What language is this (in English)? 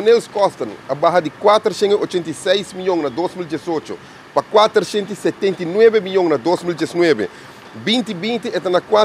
Papiamento